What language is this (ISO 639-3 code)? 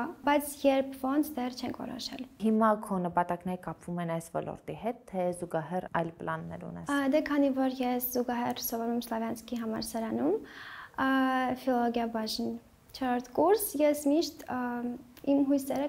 hye